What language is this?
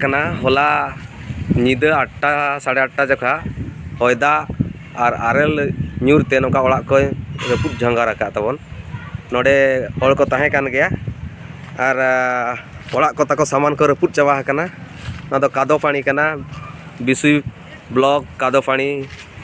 Santali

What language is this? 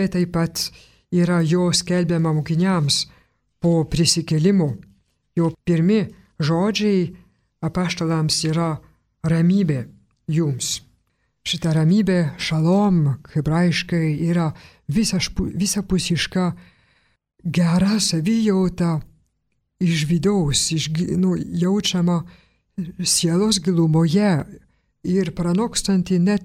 Lithuanian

